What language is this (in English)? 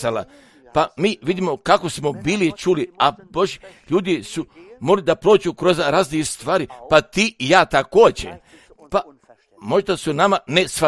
Croatian